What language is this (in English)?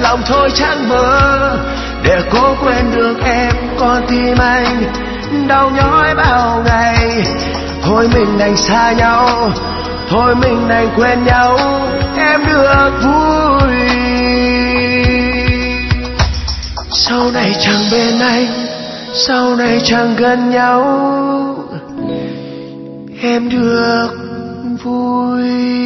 Vietnamese